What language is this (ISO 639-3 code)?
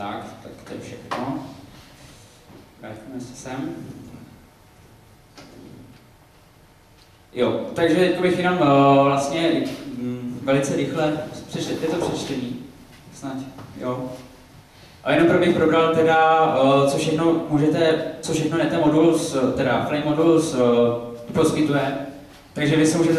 ces